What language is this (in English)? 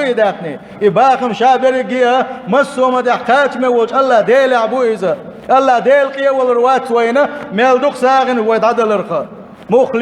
Chechen